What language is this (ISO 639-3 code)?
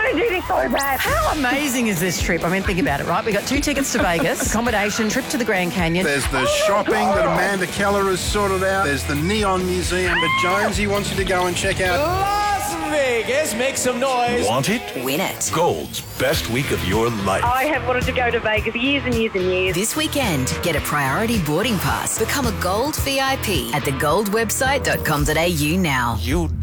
eng